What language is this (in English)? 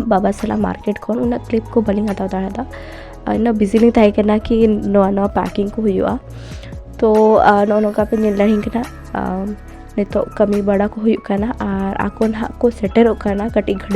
Santali